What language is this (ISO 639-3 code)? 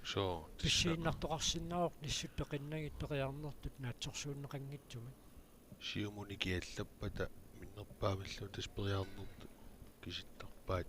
kal